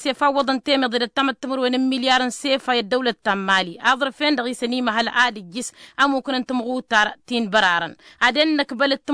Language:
Tamasheq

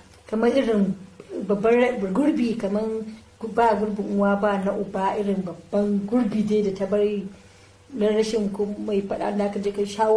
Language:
Hausa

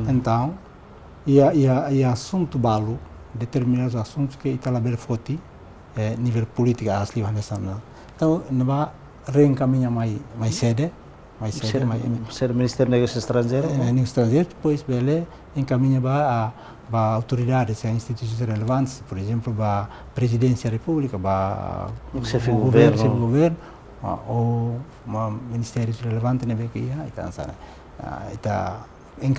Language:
Tetum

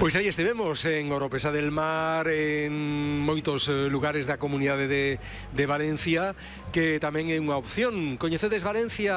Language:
Galician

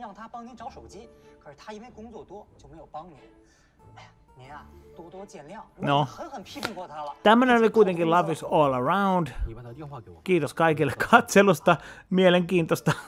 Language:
Finnish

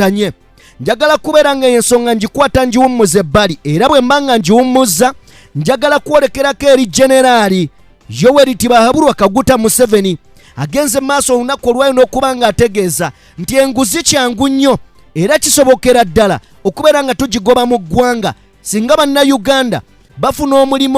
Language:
Ganda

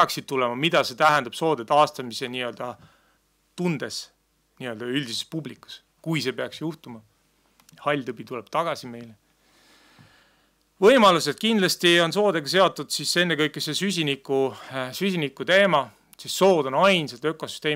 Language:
Estonian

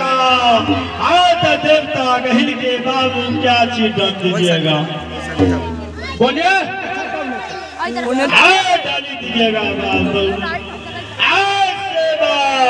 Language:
Bhojpuri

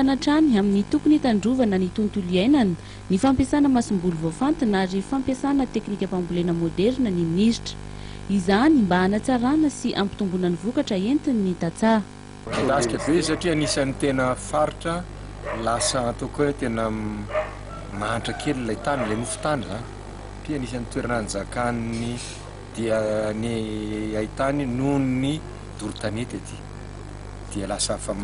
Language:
Malagasy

